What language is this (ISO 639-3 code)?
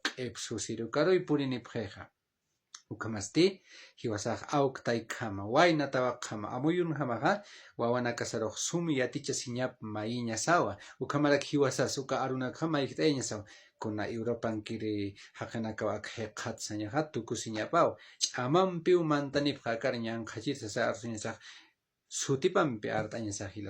aym